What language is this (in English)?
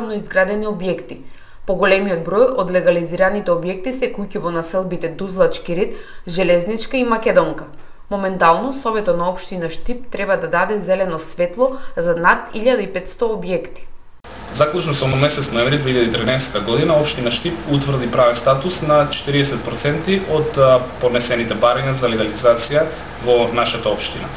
Macedonian